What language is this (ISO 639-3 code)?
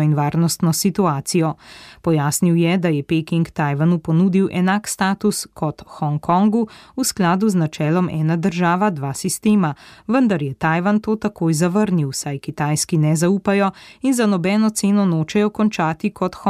slv